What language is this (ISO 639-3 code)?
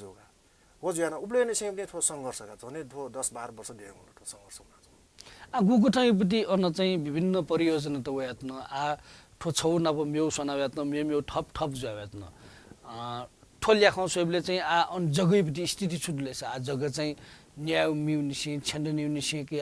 new